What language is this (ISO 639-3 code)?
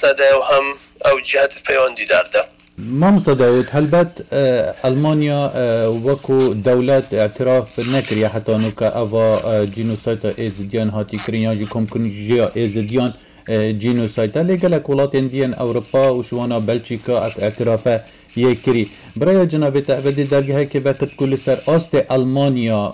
kur